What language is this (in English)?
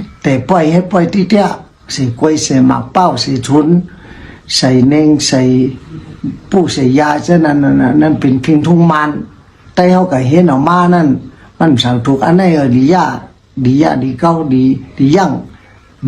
Shan